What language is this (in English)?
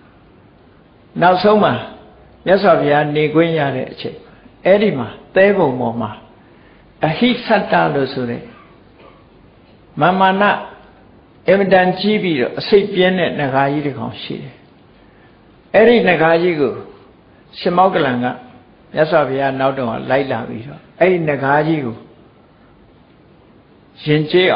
Burmese